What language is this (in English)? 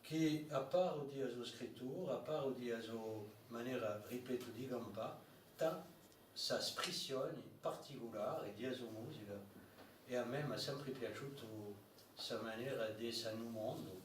Corsican